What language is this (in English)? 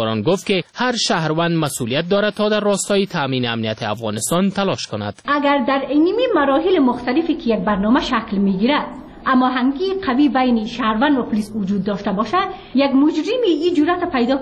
Persian